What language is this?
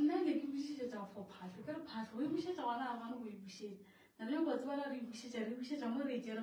Northern Sotho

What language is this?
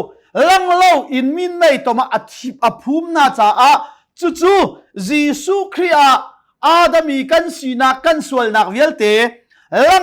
Hakha Chin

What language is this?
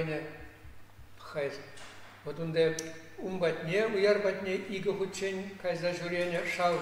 Chuvash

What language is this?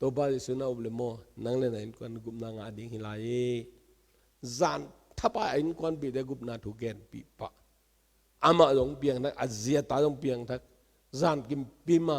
Tedim Chin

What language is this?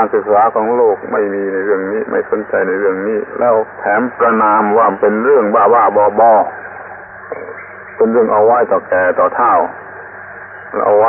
Thai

